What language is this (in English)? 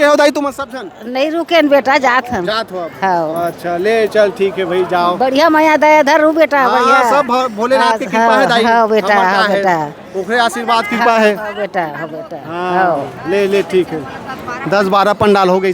Chhattisgarhi